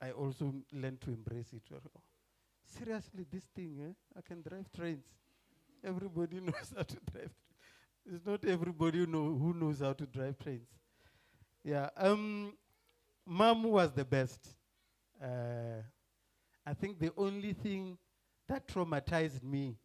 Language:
Venda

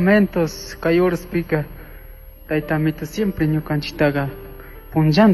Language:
Chimborazo Highland Quichua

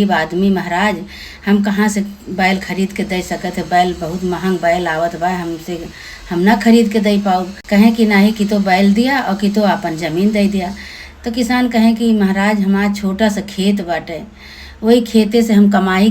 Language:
Awadhi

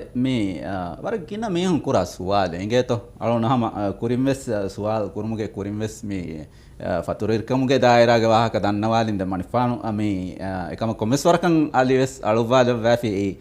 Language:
Divehi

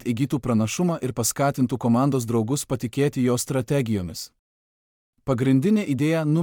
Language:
Lithuanian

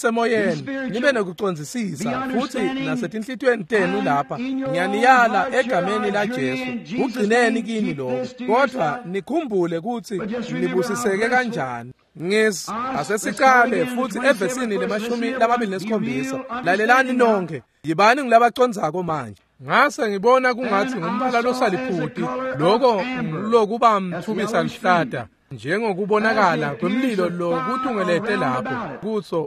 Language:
Swati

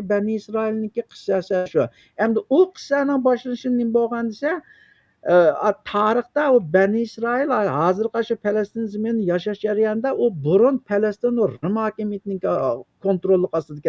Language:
Uyghur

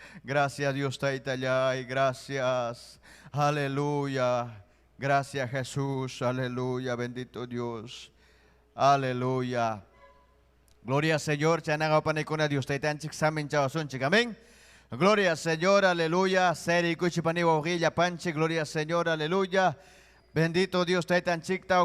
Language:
Ayacucho Quechua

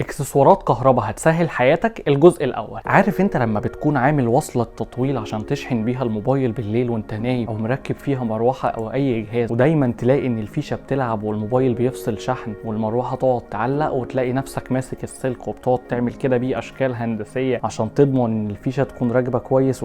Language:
Egyptian Arabic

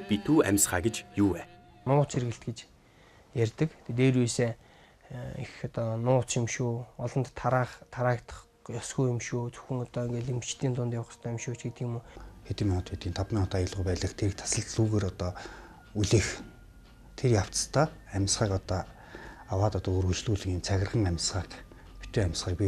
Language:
Mongolian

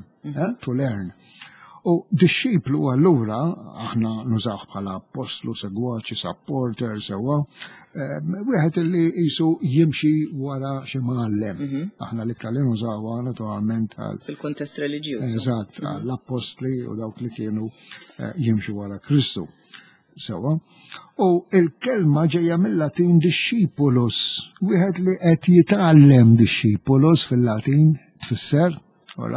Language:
Maltese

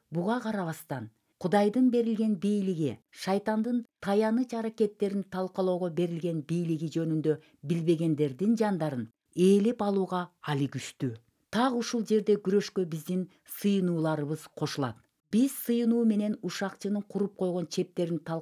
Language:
Kyrgyz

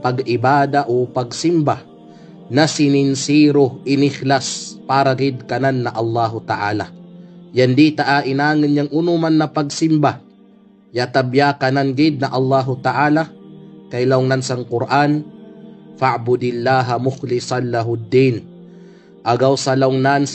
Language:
Kalagan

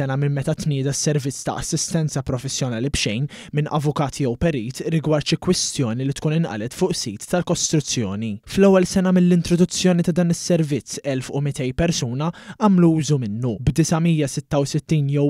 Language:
Maltese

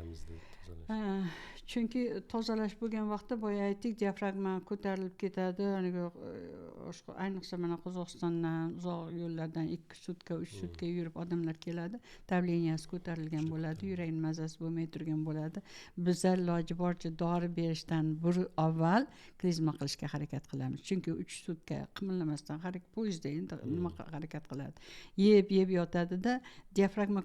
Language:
Uzbek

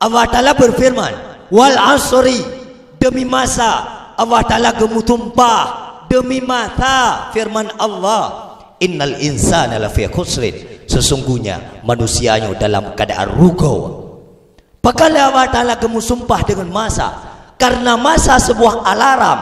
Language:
Achinese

